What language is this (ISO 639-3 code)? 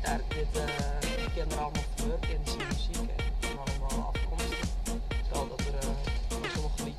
fry